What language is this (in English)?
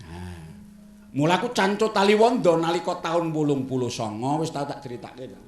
Javanese